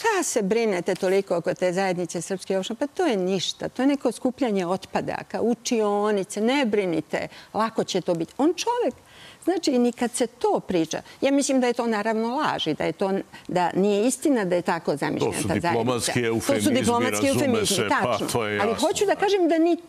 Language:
Serbian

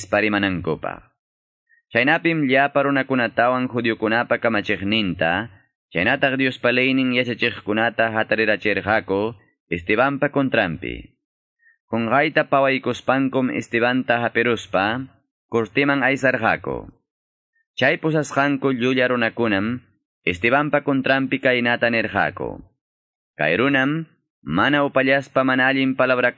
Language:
Quechua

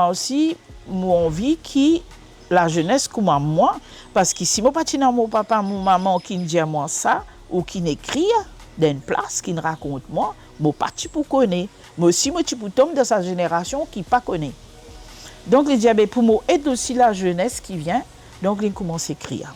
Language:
Morisyen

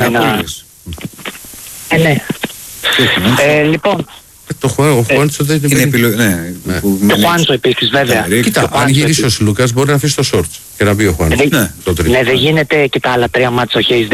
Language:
Greek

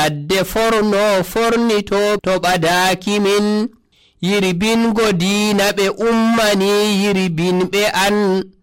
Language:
Nigerian Fulfulde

